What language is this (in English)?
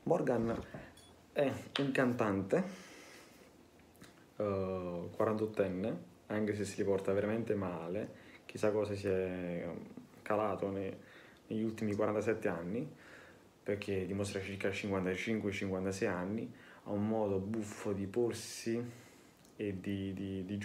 Italian